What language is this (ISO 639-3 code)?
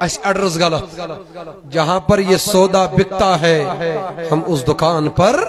kas